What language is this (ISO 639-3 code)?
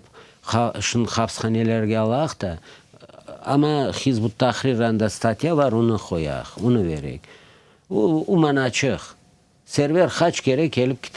crh